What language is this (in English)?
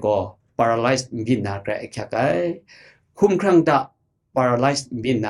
Kachin